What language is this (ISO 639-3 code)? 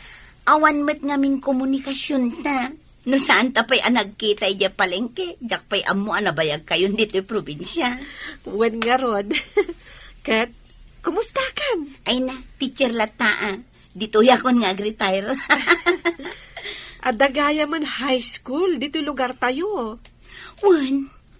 ilo